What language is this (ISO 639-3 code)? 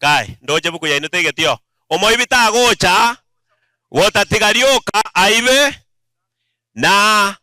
guz